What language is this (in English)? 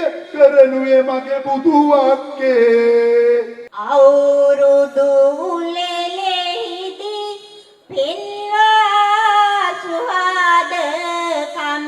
Sinhala